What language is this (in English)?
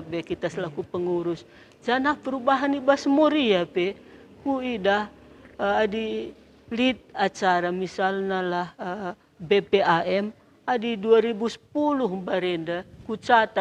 Batak Karo